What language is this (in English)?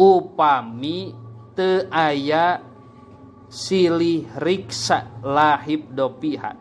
Sundanese